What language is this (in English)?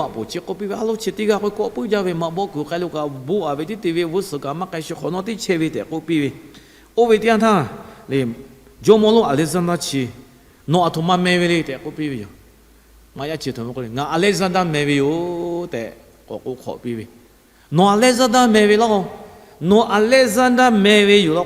Lahu